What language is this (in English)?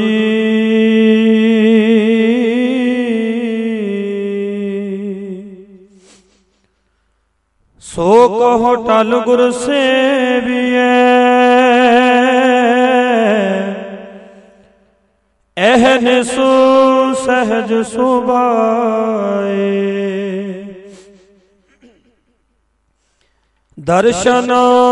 Punjabi